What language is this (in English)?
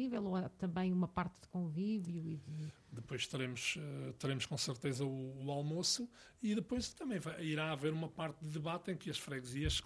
Portuguese